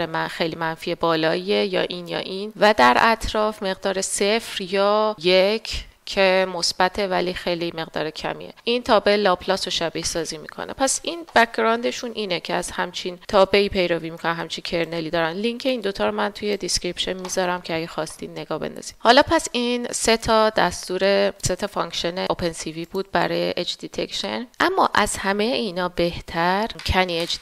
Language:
Persian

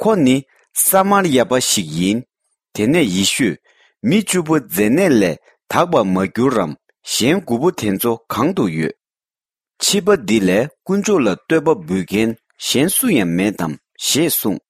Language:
Tibetan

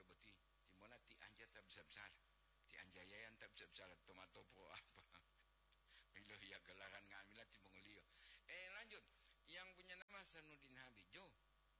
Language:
Gorontalo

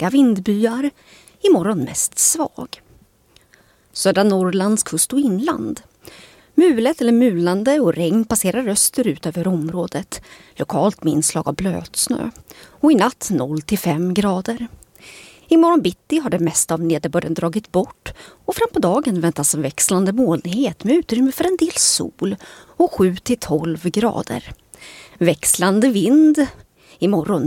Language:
Swedish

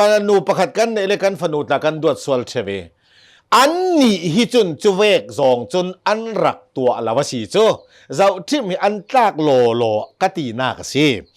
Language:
Hakha Chin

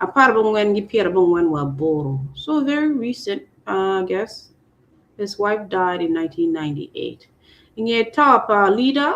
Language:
Acoli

